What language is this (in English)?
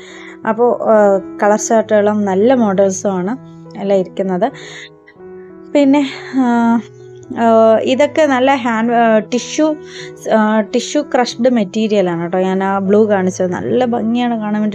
Malayalam